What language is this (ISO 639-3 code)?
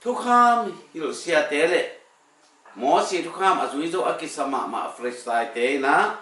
ctd